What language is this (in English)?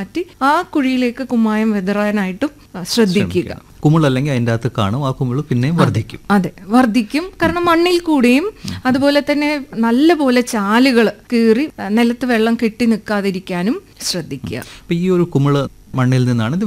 Malayalam